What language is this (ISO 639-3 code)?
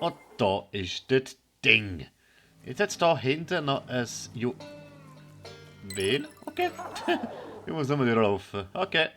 gsw